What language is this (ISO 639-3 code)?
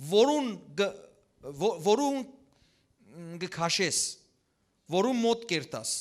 hyw